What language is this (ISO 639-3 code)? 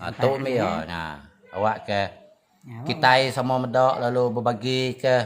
iba